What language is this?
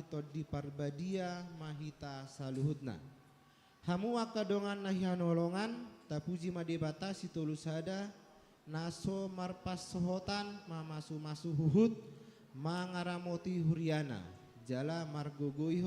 Batak Toba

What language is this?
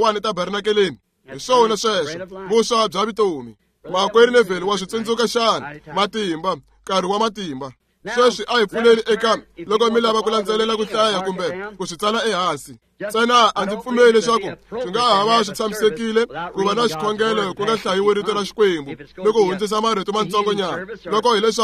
Tsonga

